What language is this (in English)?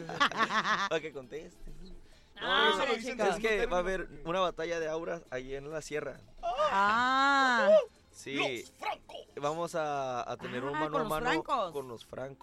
Spanish